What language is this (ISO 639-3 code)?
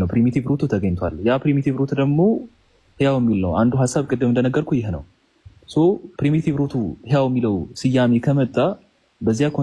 amh